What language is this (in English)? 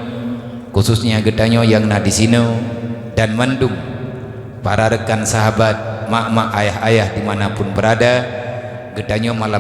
Achinese